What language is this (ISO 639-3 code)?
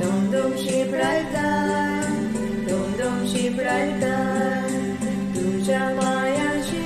kok